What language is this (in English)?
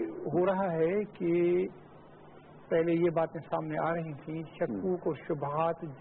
Urdu